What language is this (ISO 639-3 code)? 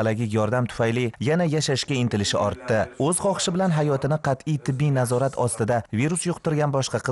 uzb